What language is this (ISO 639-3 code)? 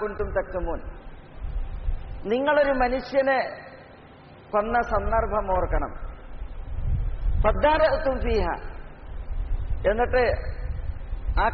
mal